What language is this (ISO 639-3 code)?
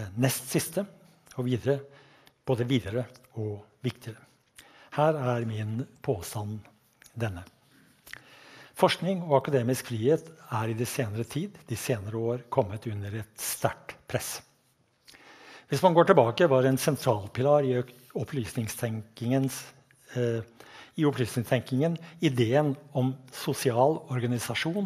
nor